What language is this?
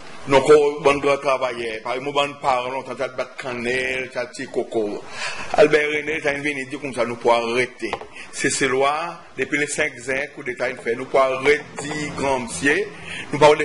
Seselwa Creole French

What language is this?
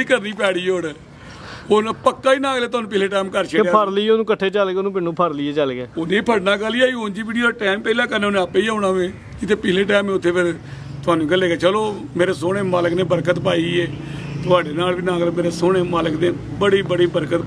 Punjabi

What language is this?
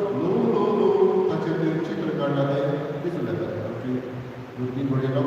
Konkani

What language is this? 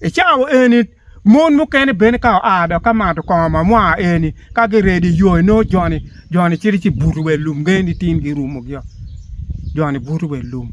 Acoli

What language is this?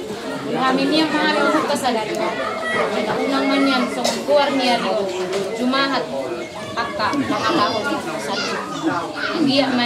Batak Toba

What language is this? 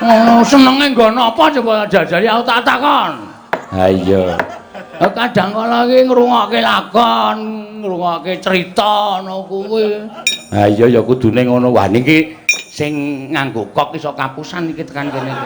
Javanese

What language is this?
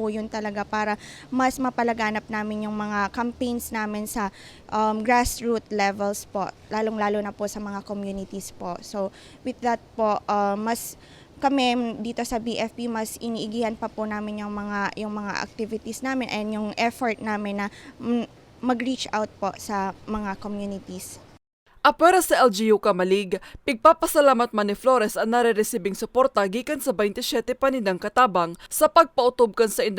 Bikol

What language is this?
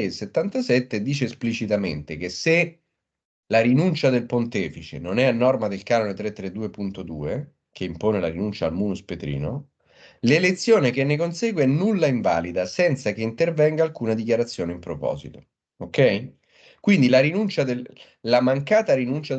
Italian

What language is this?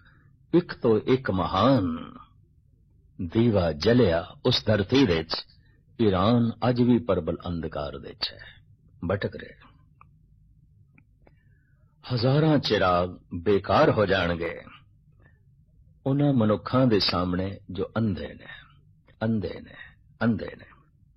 Punjabi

